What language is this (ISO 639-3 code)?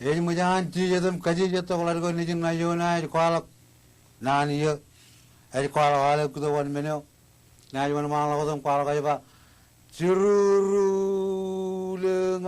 mah